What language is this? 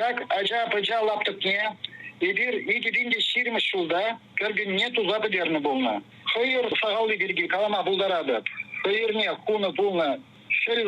Chuvash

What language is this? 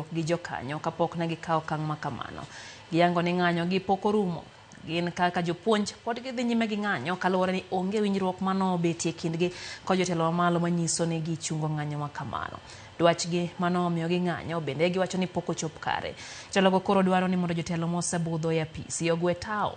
Luo (Kenya and Tanzania)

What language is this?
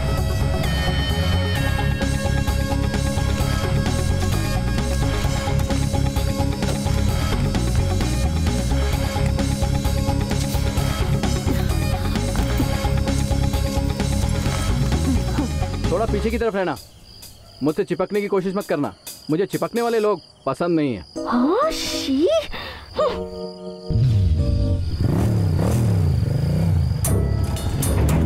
Hindi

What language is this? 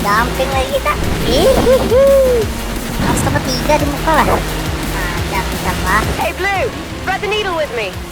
Banjar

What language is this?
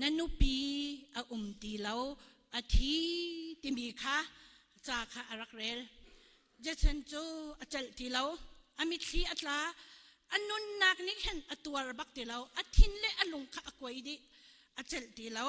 Hakha Chin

